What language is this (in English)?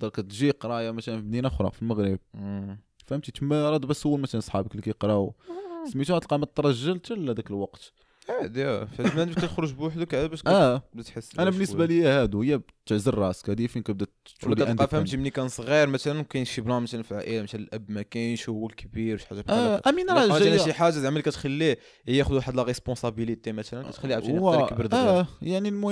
Moroccan Arabic